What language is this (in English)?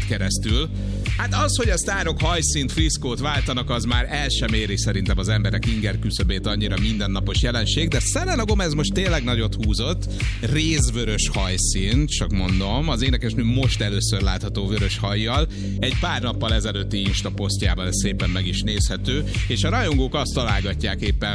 Hungarian